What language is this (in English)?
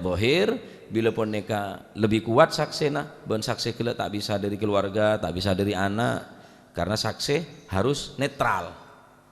Madurese